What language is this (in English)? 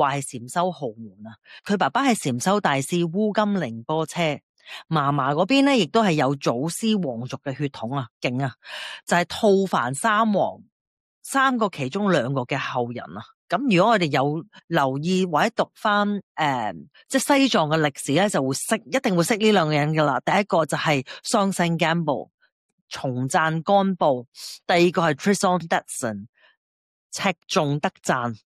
Cantonese